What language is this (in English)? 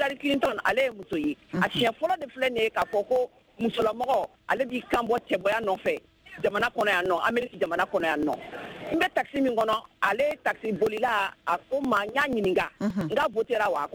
Bambara